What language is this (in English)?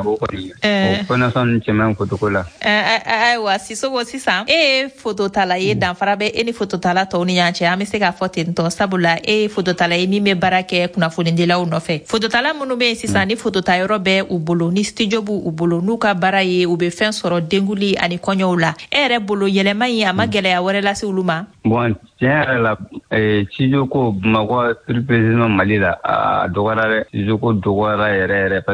Bambara